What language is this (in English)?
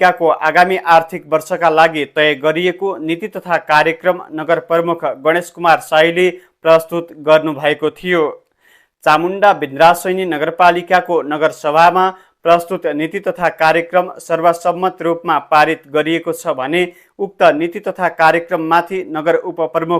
Nepali